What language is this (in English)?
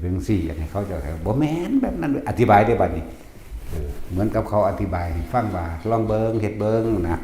Northeastern Thai